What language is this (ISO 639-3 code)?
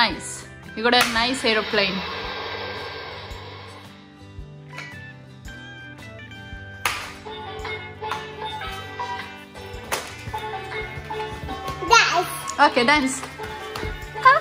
kan